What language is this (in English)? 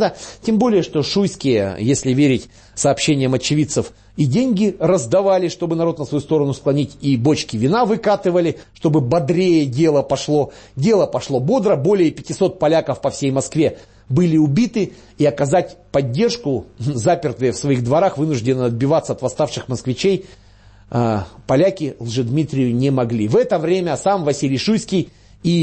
Russian